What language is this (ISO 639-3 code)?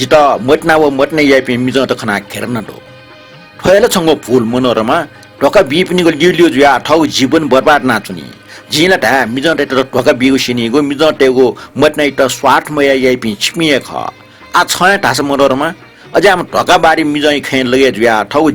new